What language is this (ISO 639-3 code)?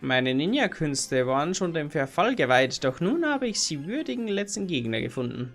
bar